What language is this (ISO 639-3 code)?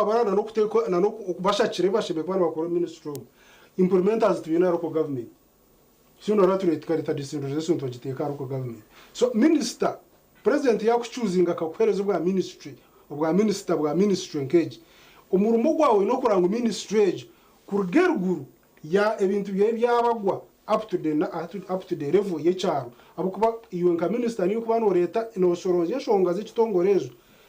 nyn